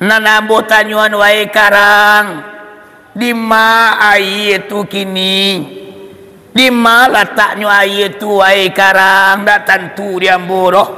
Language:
Minangkabau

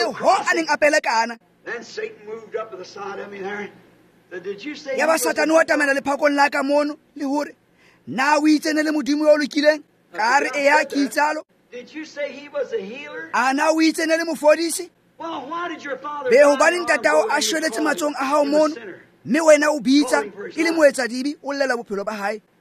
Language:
Tswana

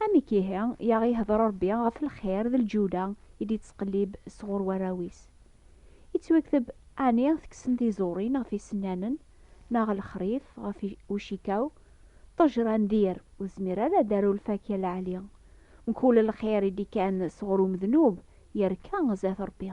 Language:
Kabyle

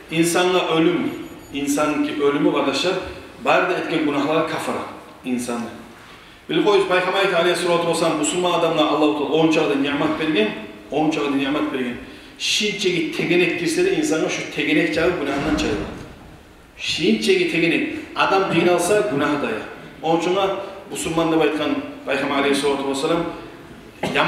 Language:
Kumyk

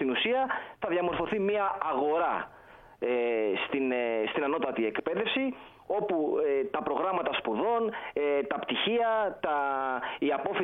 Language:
Greek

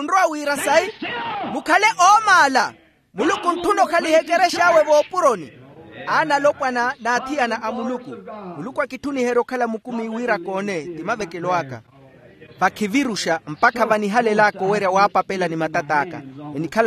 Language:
Makhuwa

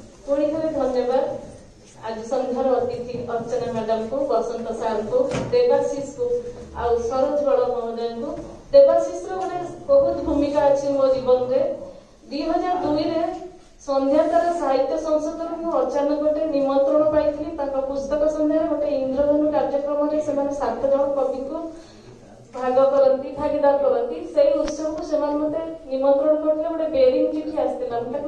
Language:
Odia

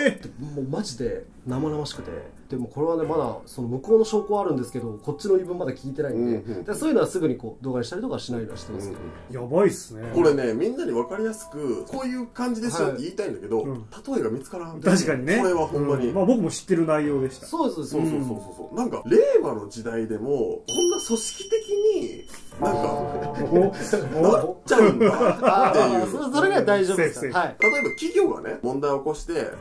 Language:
Japanese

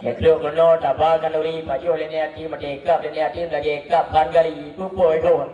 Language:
Achinese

